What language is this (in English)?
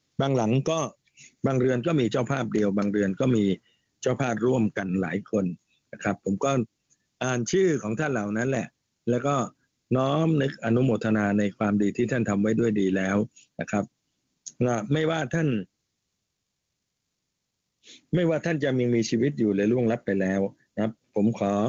Thai